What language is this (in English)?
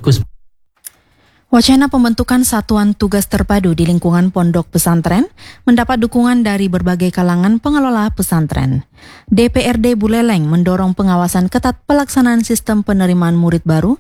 Indonesian